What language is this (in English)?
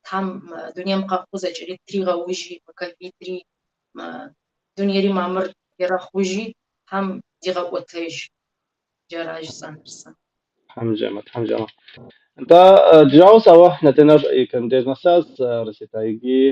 Kabardian